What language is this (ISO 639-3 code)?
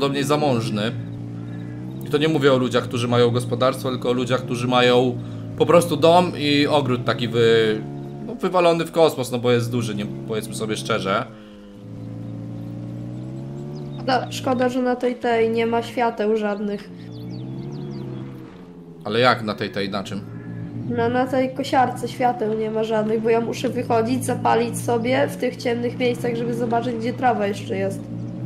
pol